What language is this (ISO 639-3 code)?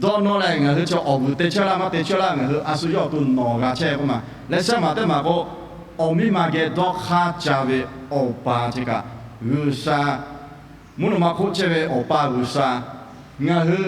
lhu